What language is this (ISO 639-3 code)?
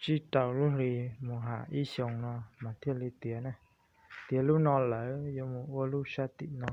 hmn